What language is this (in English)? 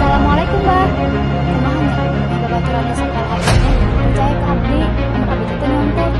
Sundanese